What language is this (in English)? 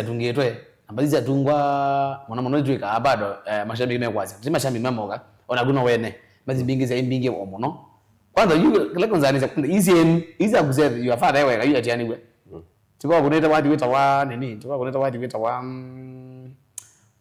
Kamba